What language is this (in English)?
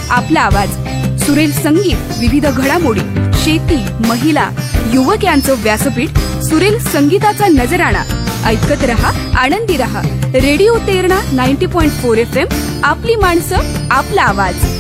Marathi